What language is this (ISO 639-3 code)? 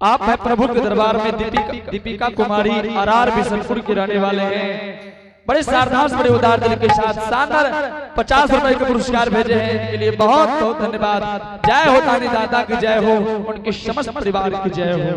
anp